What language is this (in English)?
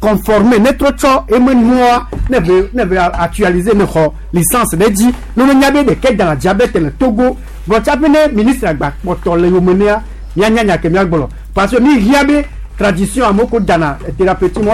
Gen